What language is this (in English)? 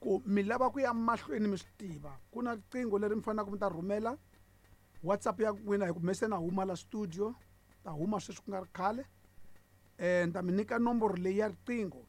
Tsonga